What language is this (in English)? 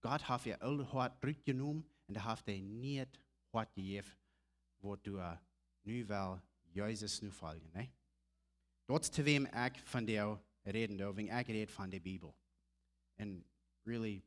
Plautdietsch